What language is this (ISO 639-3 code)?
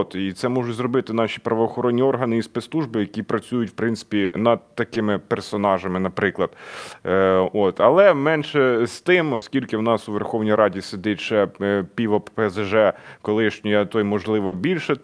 ukr